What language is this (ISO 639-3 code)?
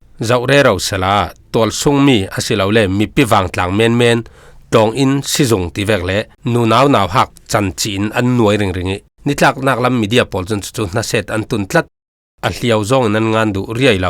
cfm